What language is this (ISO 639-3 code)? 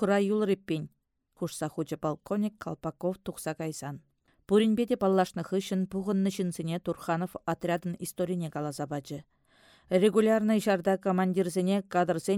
chv